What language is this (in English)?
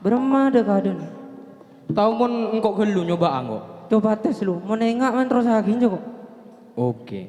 Madurese